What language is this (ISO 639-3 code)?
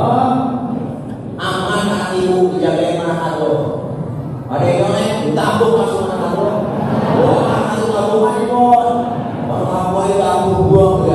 bew